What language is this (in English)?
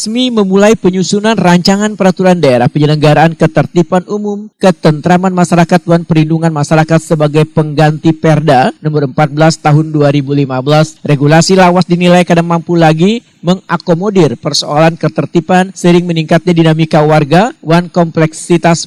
Banjar